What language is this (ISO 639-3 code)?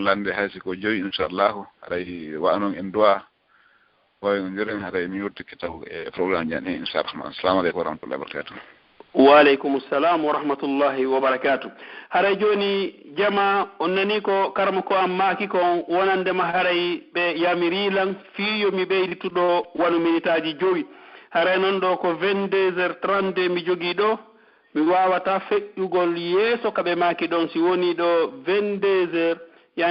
fuf